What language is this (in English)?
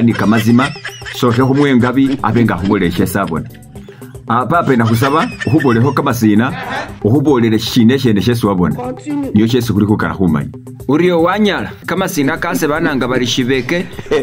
Masaaba